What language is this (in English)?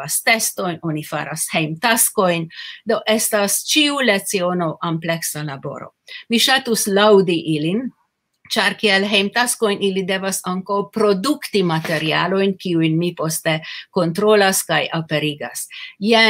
Esperanto